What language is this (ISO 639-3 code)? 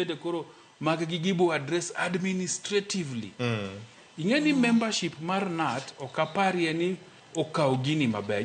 luo